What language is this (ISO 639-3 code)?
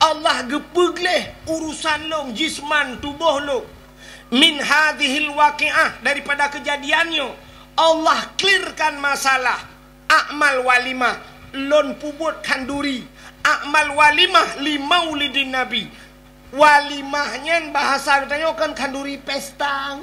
ace